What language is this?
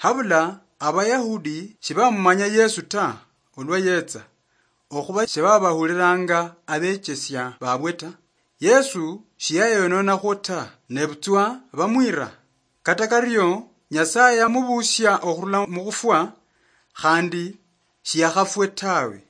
Luyia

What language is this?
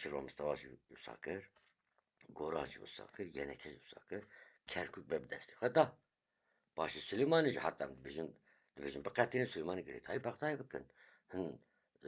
Kurdish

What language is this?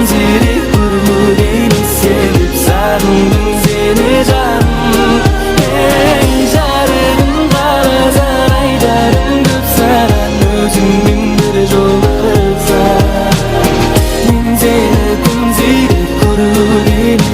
Kara-Kalpak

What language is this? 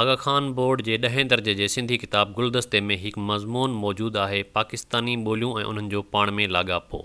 Sindhi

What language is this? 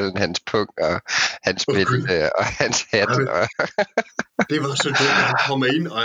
Danish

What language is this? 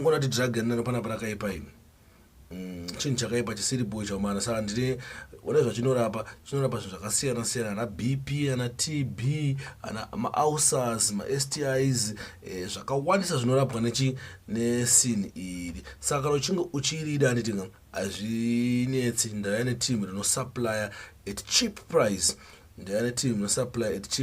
Shona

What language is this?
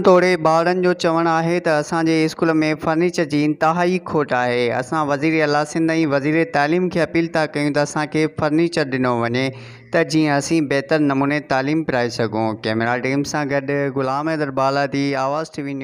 Sindhi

